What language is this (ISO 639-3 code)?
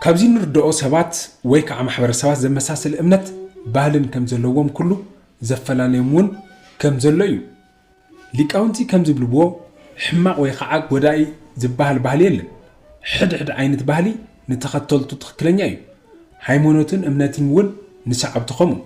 tir